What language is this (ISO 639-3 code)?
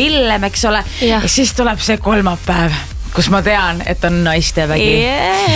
est